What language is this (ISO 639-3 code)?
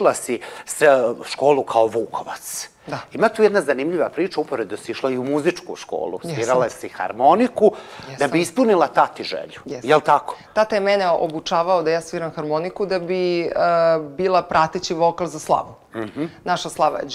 srp